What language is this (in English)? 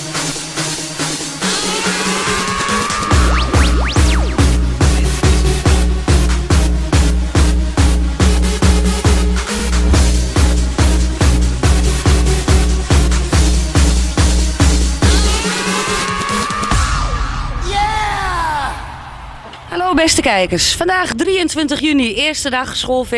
Dutch